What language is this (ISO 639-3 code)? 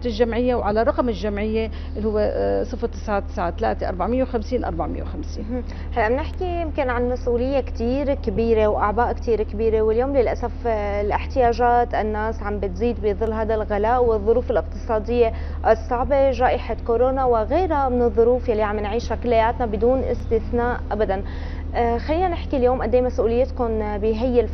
apc